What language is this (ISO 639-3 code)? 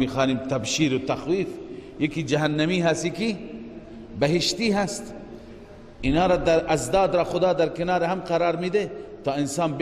fas